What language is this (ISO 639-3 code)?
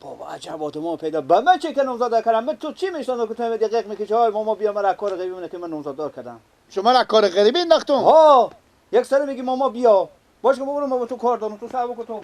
fas